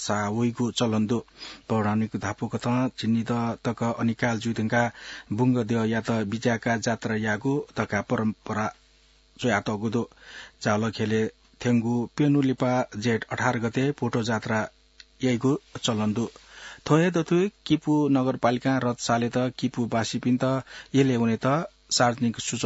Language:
Newari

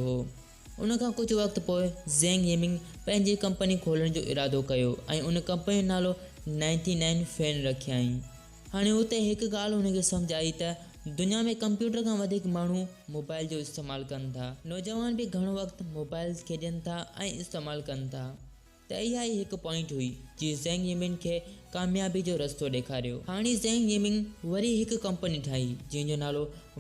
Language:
Sindhi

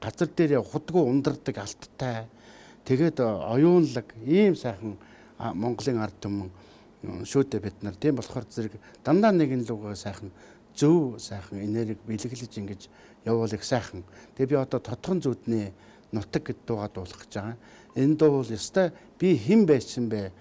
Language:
Mongolian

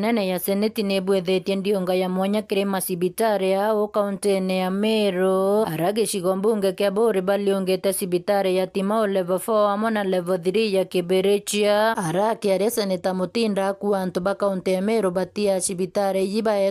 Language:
Meru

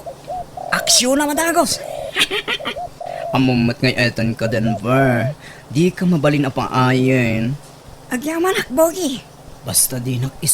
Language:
Iloko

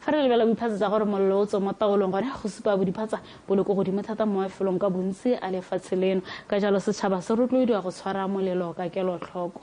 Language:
Tswana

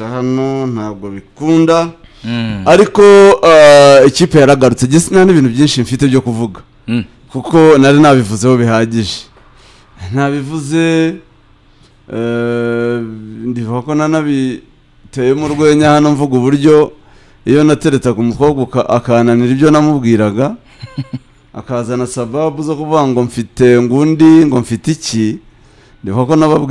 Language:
Kinyarwanda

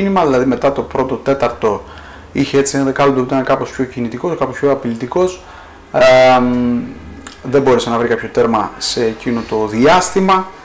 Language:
Greek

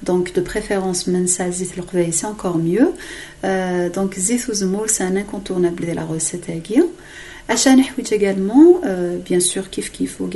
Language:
Kabyle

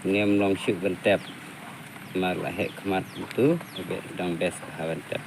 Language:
Khasi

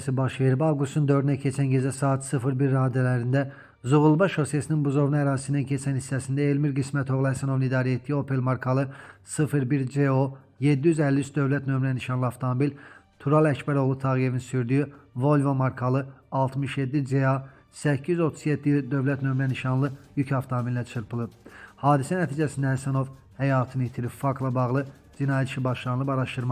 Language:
Azerbaijani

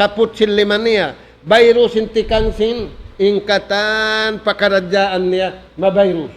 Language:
Tausug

